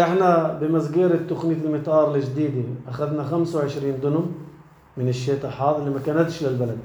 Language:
North Levantine Arabic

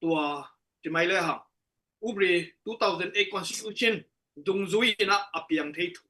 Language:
Tedim Chin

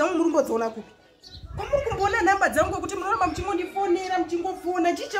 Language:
Shona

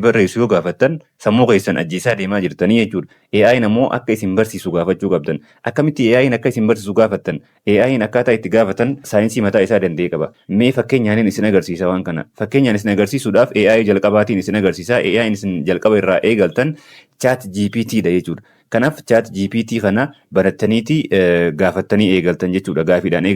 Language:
Oromo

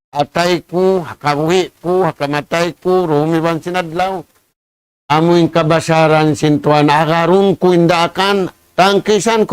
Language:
Tausug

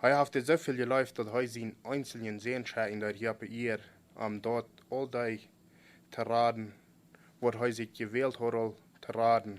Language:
Plautdietsch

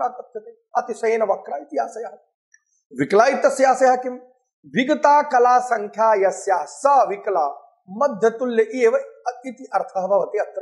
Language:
Sanskrit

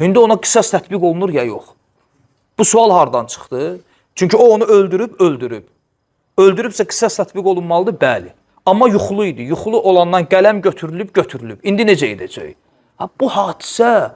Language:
Azerbaijani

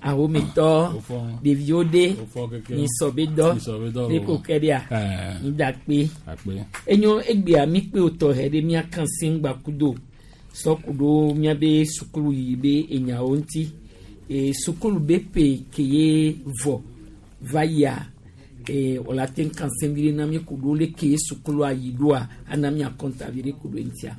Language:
Gen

